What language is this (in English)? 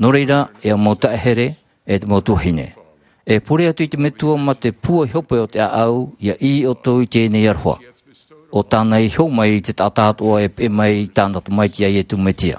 Tahitian